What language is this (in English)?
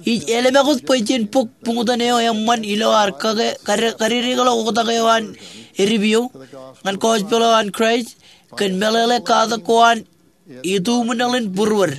Marshallese